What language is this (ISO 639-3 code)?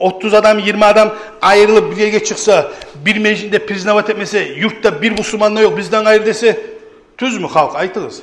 kum